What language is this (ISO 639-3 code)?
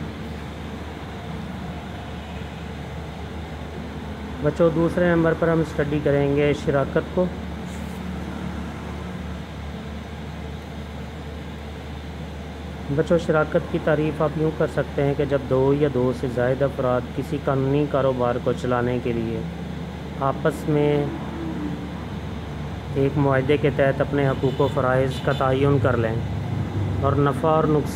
urd